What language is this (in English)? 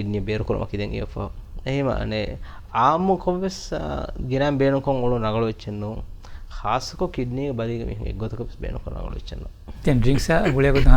Divehi